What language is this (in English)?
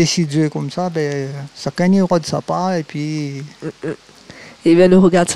Réunion Creole French